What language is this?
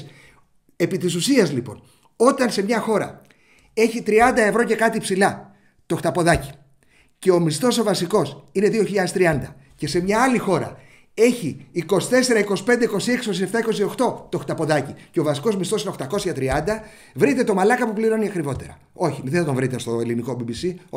Greek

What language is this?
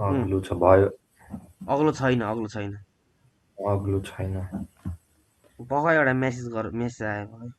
Nepali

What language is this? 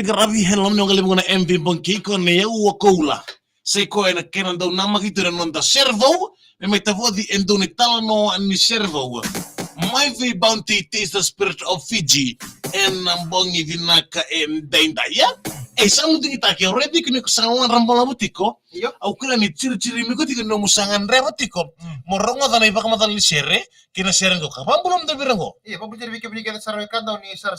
Fijian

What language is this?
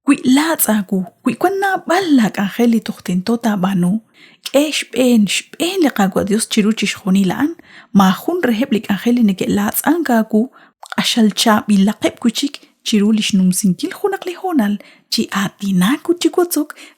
Kekchí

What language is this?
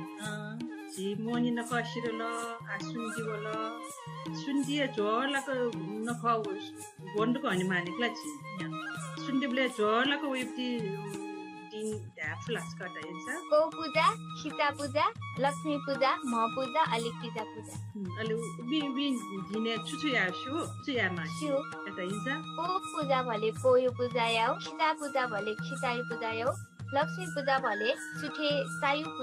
Newari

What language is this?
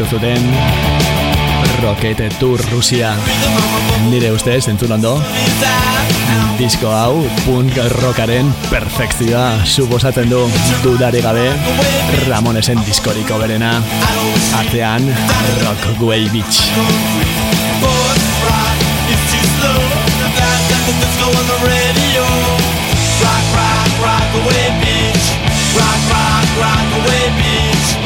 Basque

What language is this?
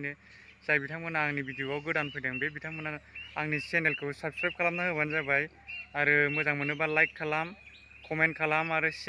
Bodo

